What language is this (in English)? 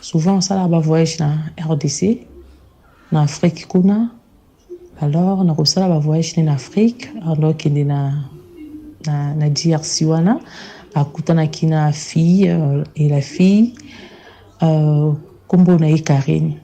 Lingala